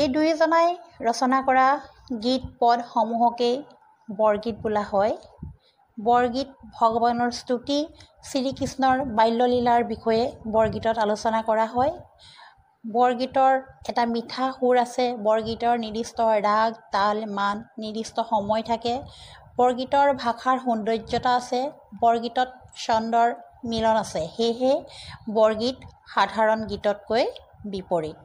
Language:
Assamese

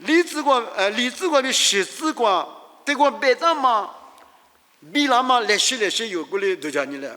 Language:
Lisu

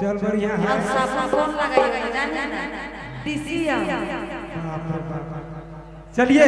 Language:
Sadri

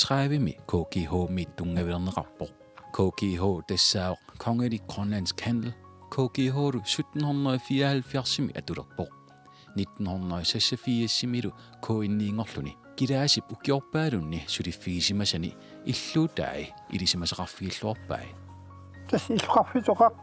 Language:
Kalaallisut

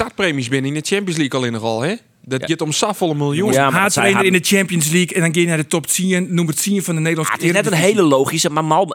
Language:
Western Frisian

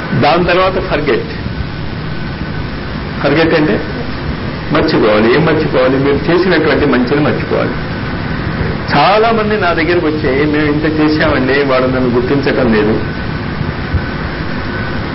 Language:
Telugu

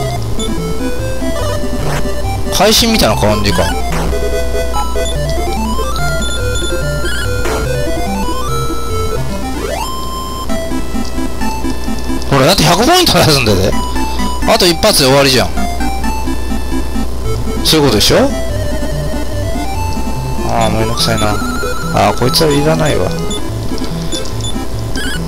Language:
Japanese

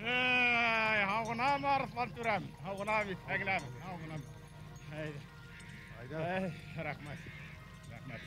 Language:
Bashkir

